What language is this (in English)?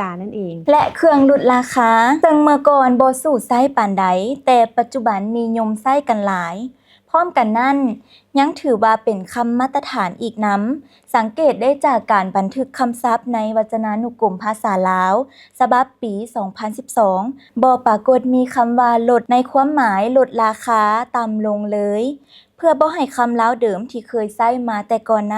Lao